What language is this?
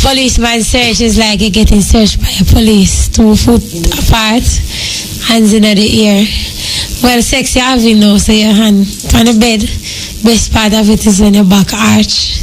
Jamaican Creole English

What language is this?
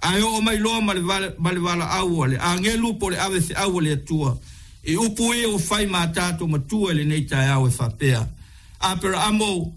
Samoan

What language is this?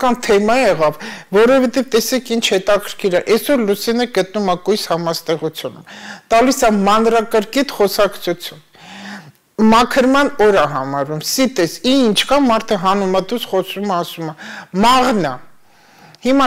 Armenian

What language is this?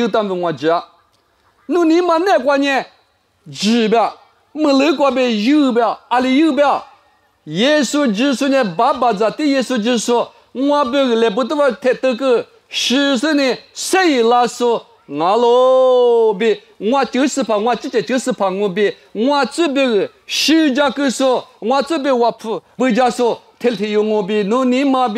Lisu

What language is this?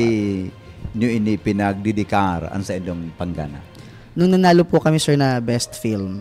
Bikol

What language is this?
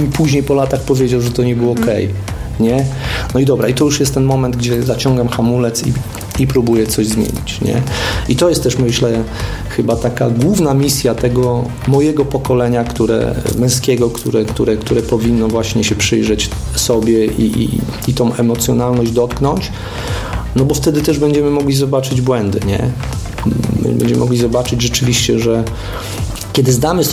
Polish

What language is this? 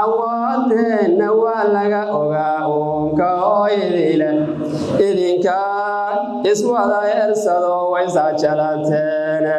Somali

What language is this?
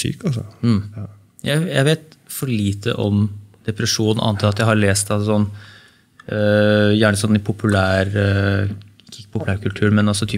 Norwegian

